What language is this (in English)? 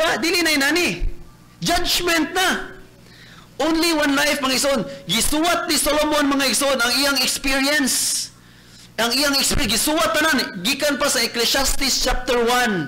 Cebuano